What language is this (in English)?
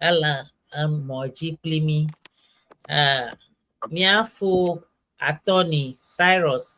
Ewe